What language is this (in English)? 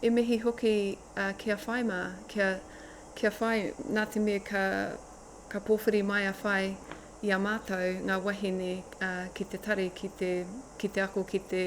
Māori